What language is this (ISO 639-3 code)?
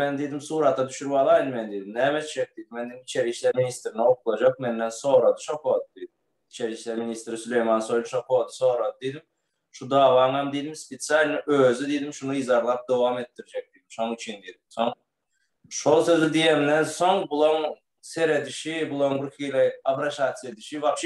tuk